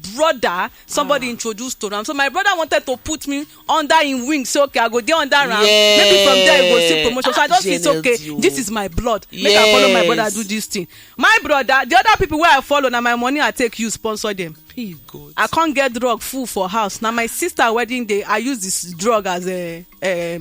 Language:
Nigerian Pidgin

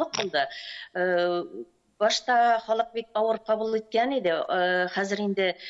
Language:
Tatar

